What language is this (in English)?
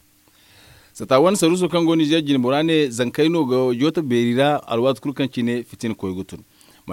Zarma